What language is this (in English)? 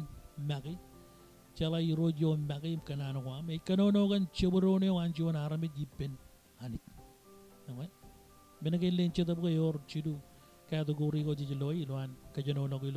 Marshallese